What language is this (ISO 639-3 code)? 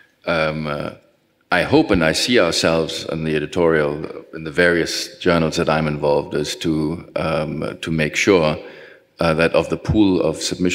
eng